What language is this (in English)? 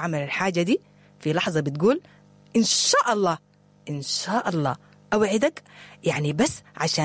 Sudanese Arabic